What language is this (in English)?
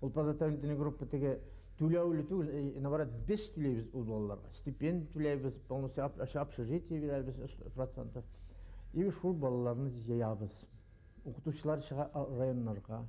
Bashkir